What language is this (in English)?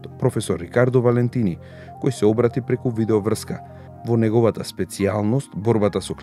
Macedonian